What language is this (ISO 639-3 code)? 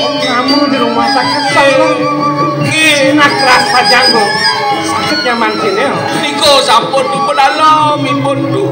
ban